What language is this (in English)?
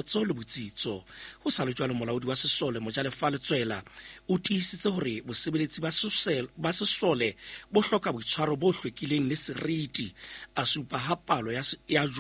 Southern Sotho